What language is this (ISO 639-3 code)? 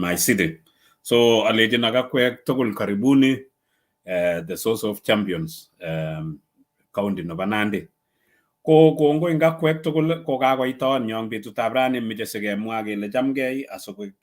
kln